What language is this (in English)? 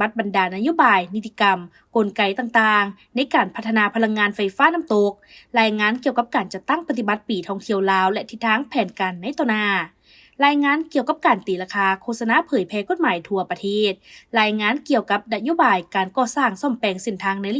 Lao